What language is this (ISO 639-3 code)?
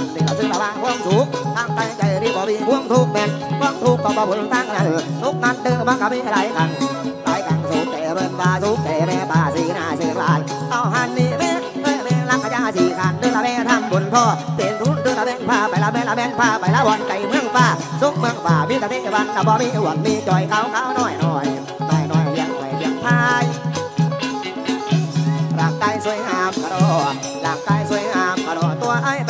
tts